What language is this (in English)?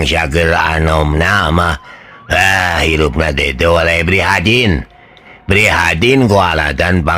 Sundanese